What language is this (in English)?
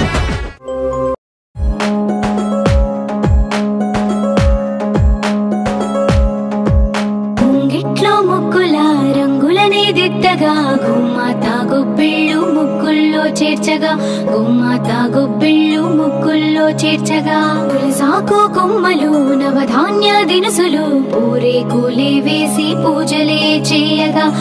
Telugu